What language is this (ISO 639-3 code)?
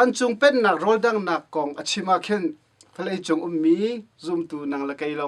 cnh